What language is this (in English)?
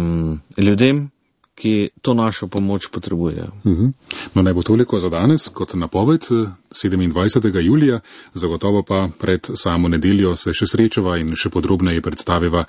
Slovenian